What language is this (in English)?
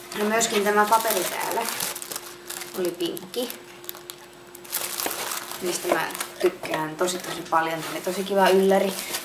Finnish